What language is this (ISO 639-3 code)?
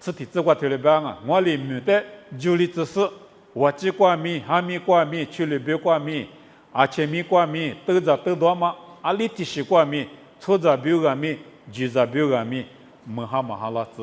lis